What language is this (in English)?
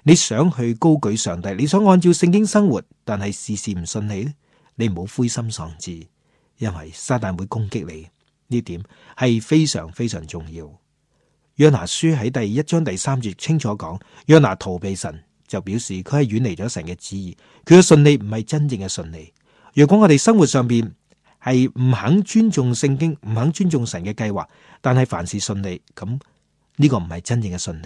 Cantonese